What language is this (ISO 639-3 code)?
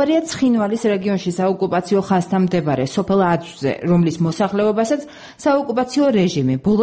kat